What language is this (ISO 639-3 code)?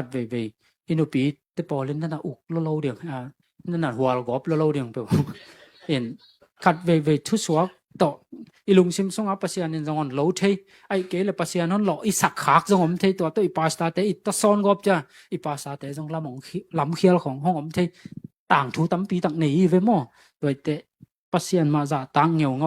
ctd